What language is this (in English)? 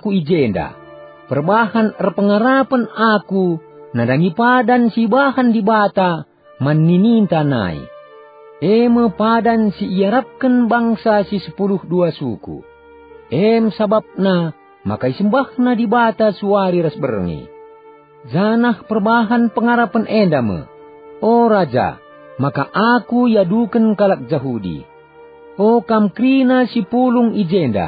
Batak Karo